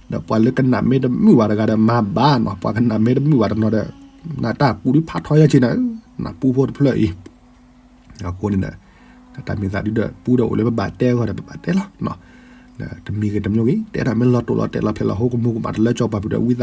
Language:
S'gaw Karen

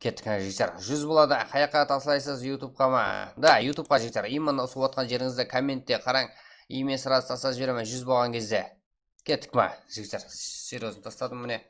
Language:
Kara-Kalpak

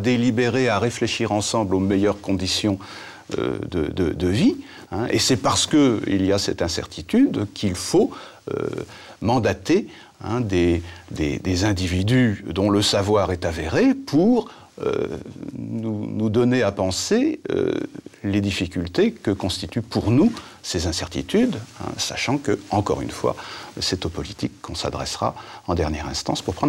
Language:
French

